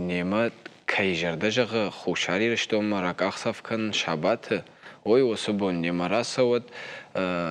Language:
Ossetic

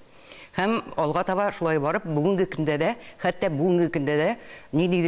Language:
Tatar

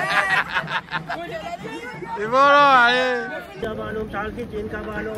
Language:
Réunion Creole French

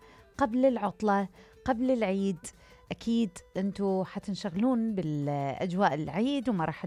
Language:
Mesopotamian Arabic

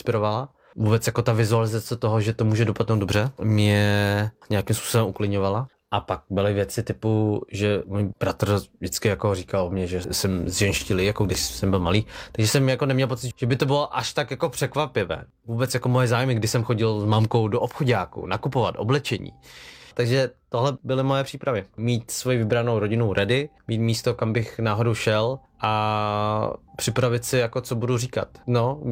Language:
Czech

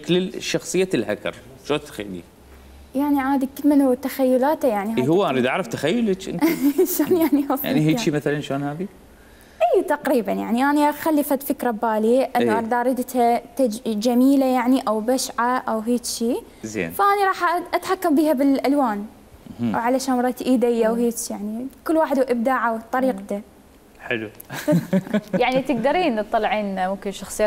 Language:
Mesopotamian Arabic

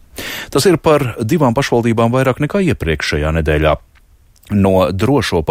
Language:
Latvian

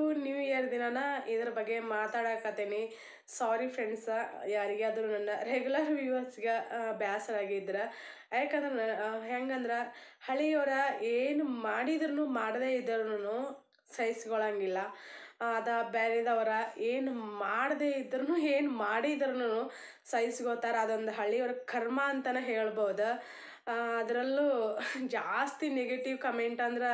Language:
Kannada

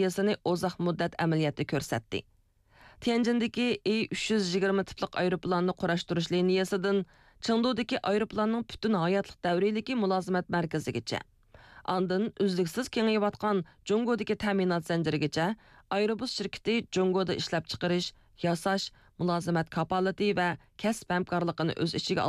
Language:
Uyghur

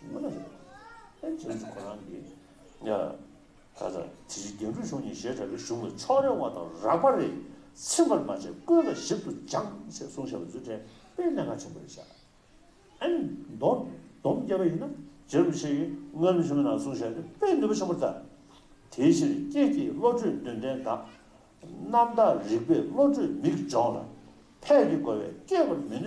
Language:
Tibetan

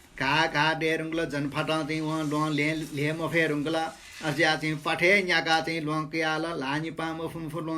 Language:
Newari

